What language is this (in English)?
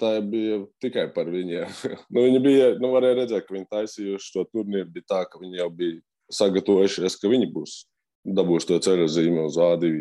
Latvian